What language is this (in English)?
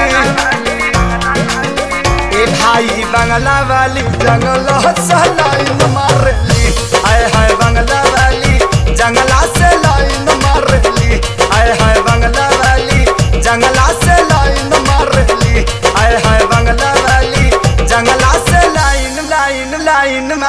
Bhojpuri